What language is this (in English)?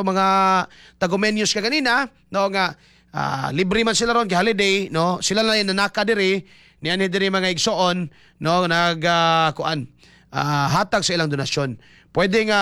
Cebuano